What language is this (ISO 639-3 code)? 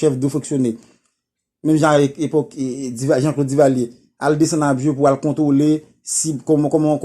hat